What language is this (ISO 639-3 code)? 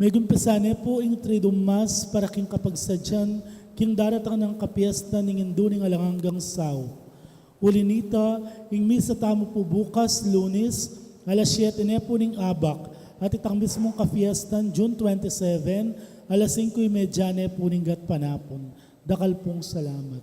pam